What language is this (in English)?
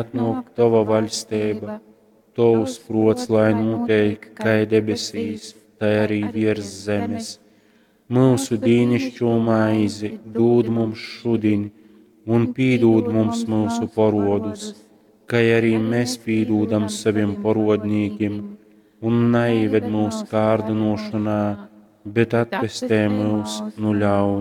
Latgalian